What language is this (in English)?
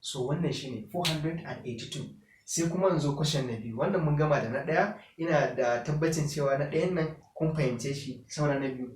Hausa